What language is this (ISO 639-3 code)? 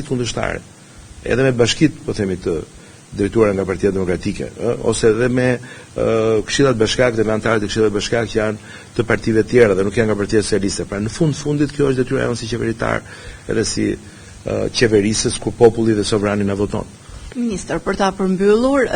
sqi